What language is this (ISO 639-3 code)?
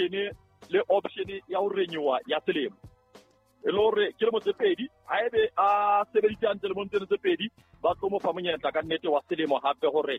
sot